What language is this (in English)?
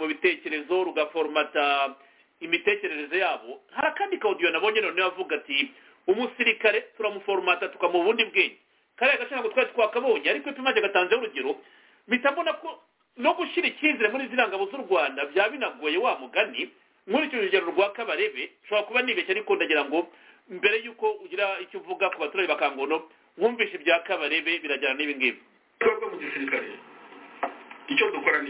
Kinyarwanda